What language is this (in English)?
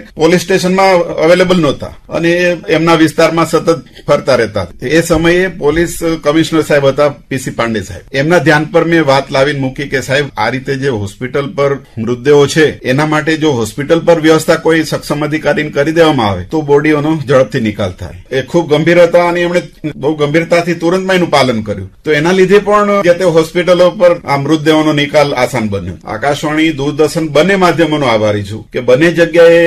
Gujarati